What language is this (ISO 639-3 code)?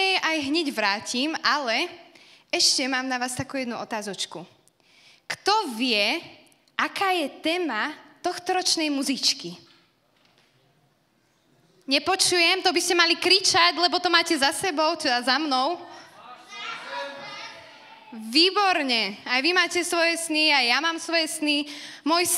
slk